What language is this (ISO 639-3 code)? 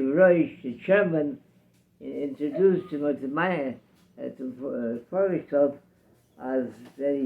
yid